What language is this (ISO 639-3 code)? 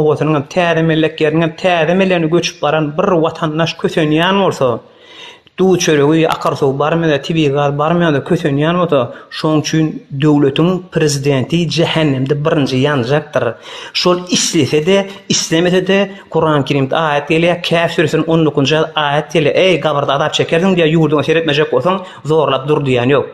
tuk